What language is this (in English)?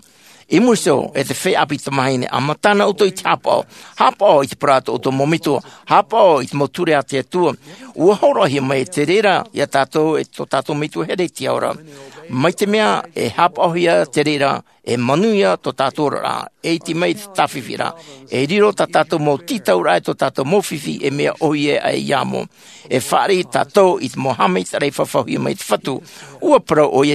Tahitian